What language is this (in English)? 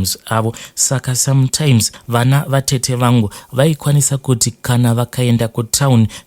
Shona